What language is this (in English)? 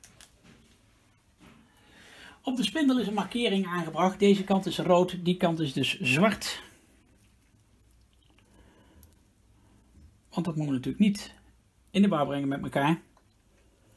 Dutch